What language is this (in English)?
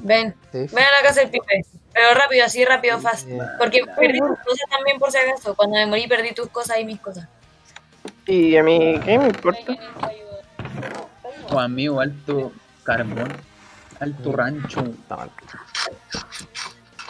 Spanish